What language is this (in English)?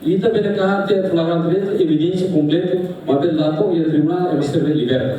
Tetum